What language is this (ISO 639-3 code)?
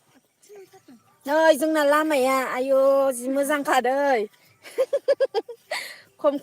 brx